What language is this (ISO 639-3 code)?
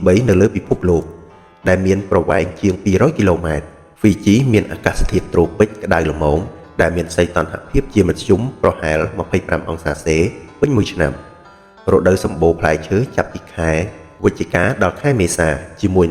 khm